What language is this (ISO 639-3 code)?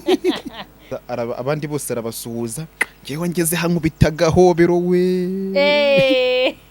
kin